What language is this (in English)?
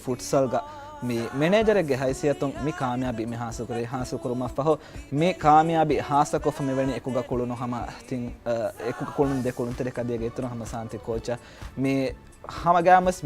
Divehi